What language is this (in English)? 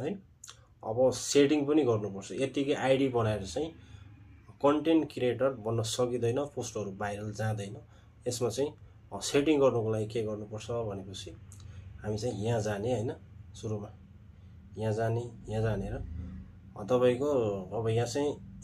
Nepali